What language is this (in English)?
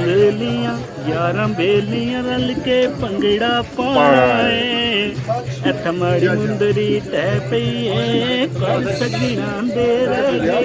Pahari-Potwari